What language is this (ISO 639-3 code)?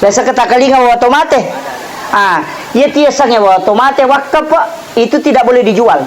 bug